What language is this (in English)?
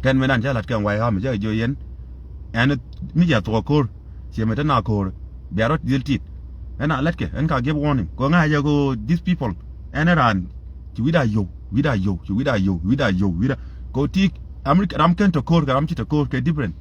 Nuer